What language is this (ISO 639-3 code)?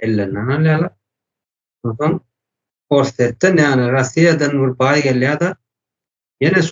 tuk